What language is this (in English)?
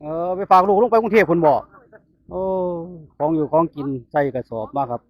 Northeastern Thai